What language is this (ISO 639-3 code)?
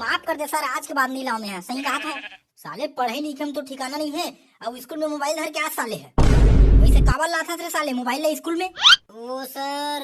hne